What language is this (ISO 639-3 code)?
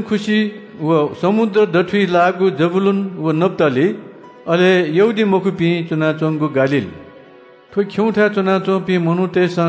new